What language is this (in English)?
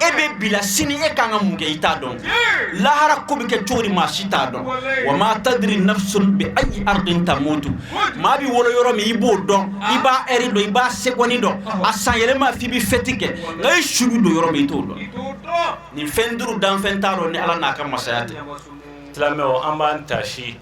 Bambara